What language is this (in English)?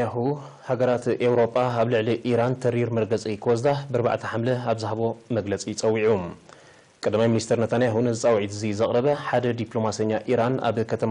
Tigrinya